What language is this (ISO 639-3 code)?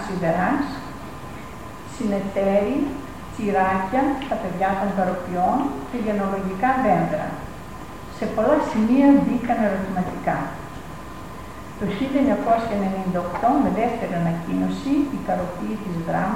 ell